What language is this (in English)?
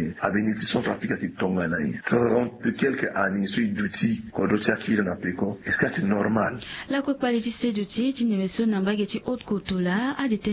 Sango